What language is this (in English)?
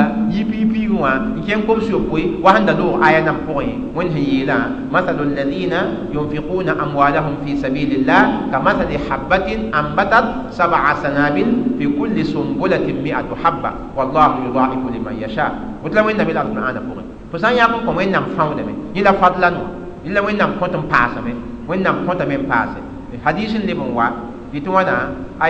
Mossi